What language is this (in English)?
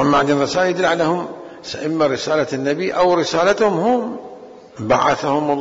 Mesopotamian Arabic